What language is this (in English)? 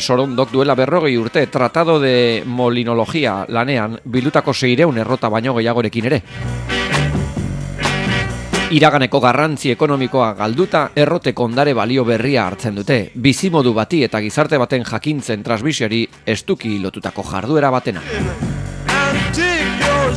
Basque